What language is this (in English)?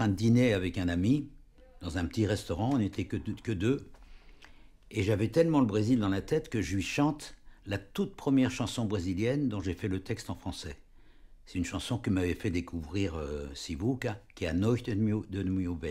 French